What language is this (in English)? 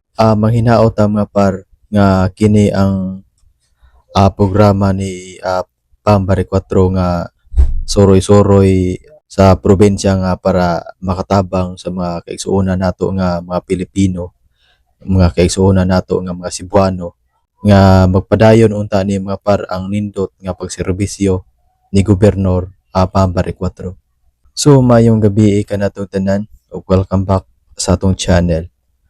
Cebuano